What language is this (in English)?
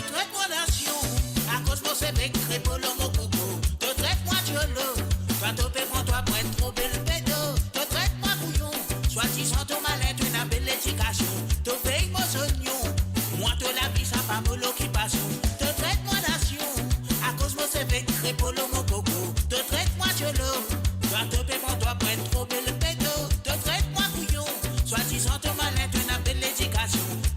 Morisyen